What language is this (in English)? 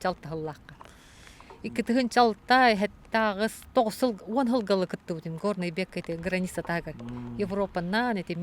Yakut